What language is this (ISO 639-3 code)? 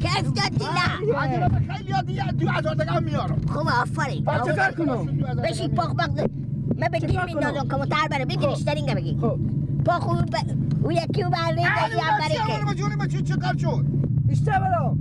fas